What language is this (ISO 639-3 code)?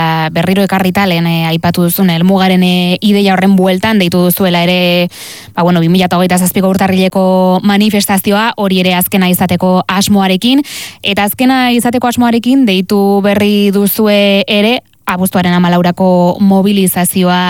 eus